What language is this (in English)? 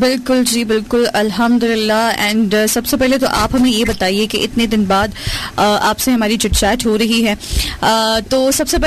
Urdu